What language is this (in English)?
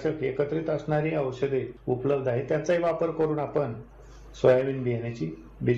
Marathi